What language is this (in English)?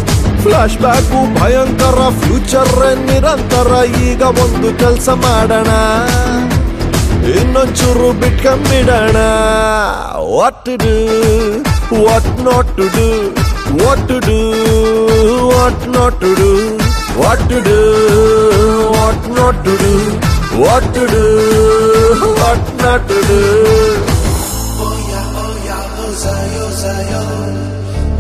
Kannada